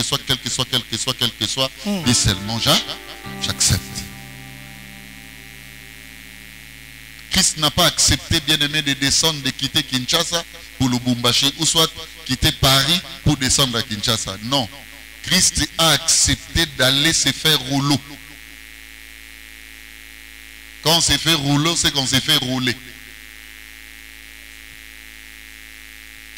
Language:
French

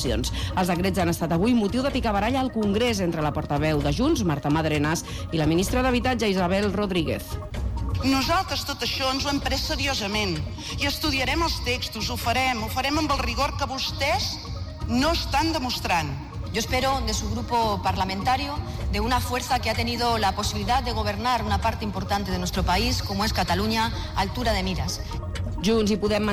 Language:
Catalan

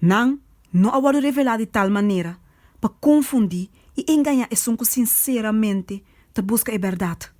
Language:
Papiamento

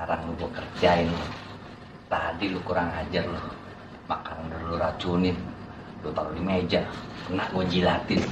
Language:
Betawi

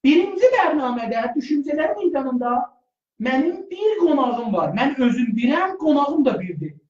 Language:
South Azerbaijani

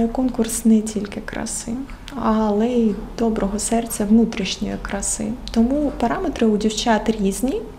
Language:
Ukrainian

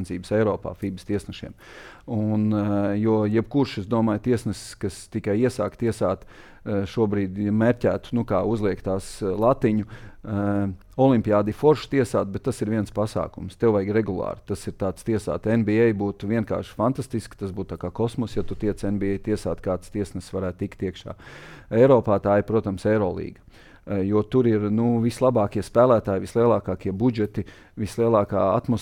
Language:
Latvian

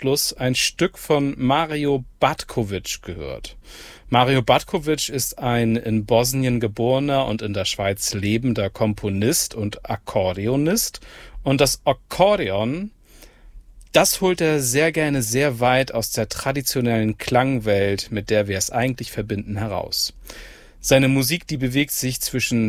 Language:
German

